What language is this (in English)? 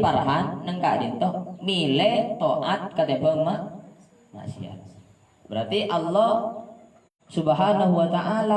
Madurese